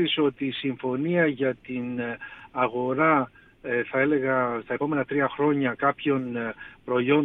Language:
Greek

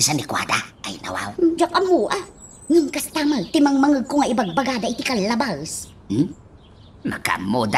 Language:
Iloko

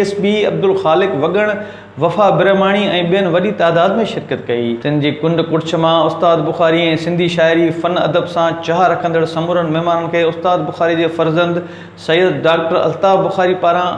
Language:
Sindhi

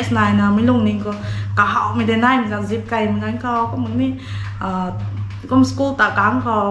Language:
Rongmei Naga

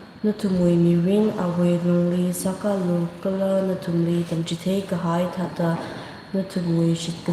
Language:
Tangkhul Naga (India)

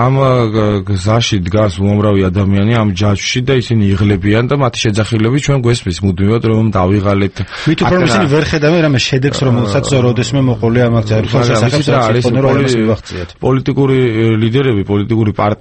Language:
Georgian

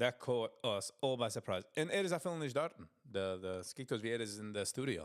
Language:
Yiddish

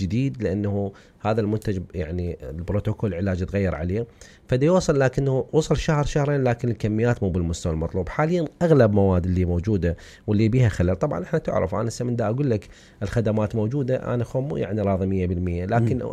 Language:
Mesopotamian Arabic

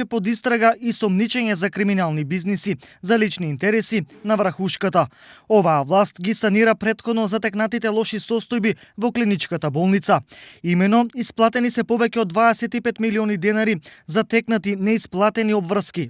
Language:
Macedonian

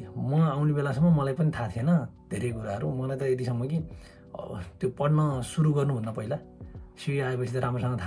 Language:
Nepali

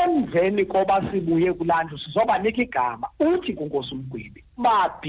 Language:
Xhosa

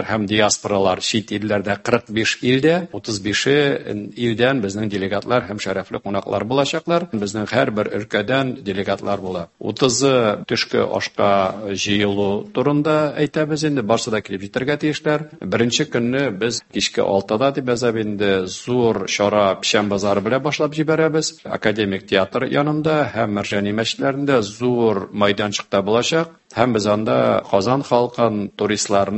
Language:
Tatar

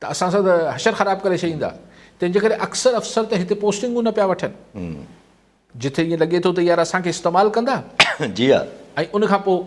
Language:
Sindhi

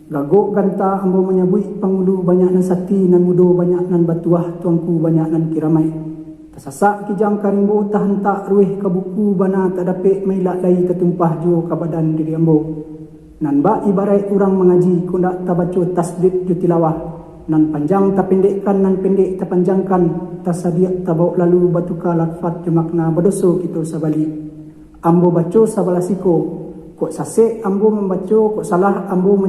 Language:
Minangkabau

